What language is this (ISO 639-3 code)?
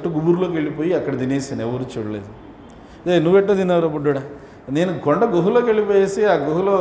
tel